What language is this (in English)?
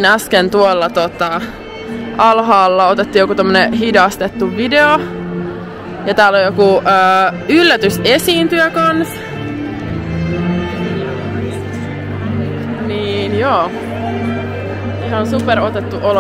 Finnish